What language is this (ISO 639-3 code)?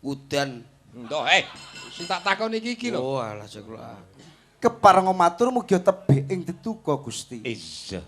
jav